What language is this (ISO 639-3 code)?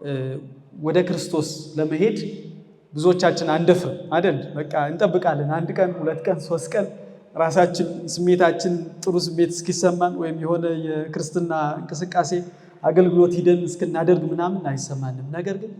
amh